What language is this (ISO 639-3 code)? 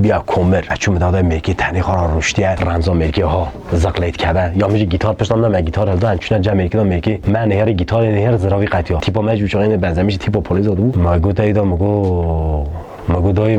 kur